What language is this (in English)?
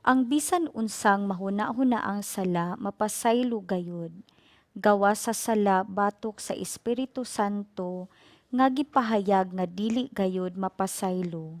Cebuano